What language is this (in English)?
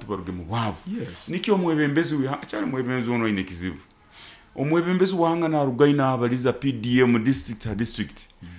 Nyoro